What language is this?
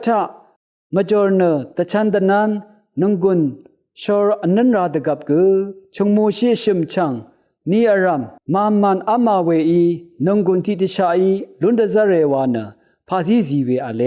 Rawang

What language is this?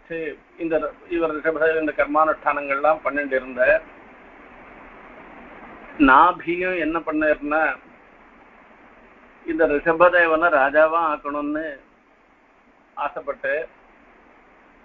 Tamil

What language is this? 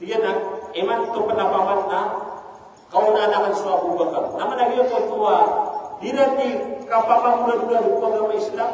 Maranao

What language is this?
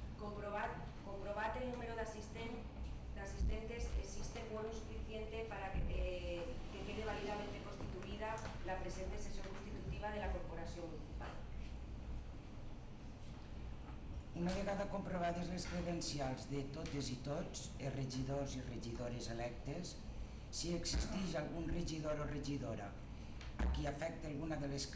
Catalan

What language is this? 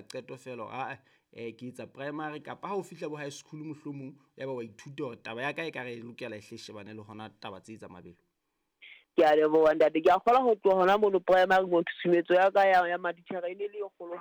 Southern Sotho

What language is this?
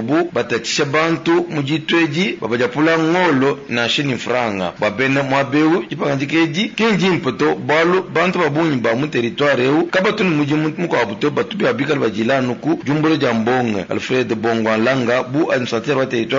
Luba-Lulua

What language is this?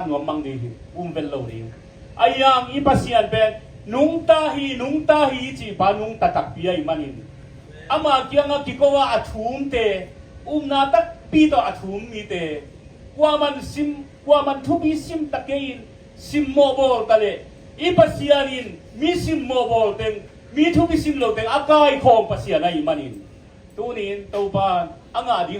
Tedim Chin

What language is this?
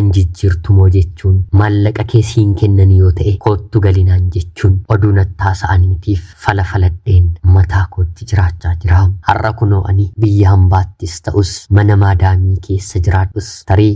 Oromo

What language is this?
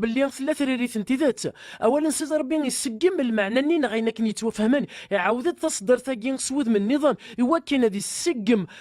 Kabyle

